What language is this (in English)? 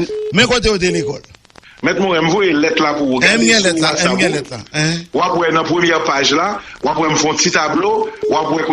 Haitian Creole